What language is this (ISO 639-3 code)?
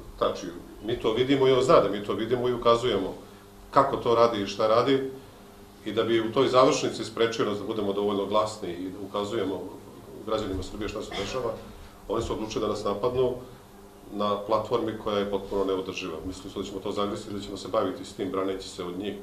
srp